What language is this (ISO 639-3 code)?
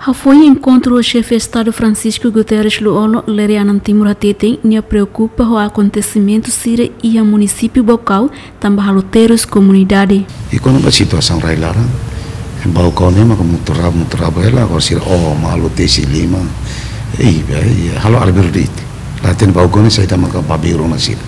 tet